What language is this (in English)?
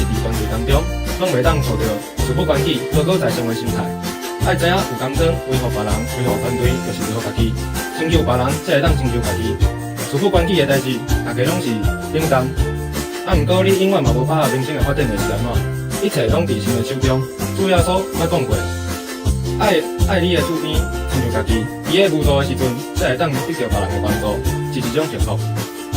Min Nan Chinese